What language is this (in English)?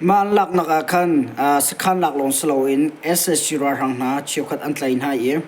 Hakha Chin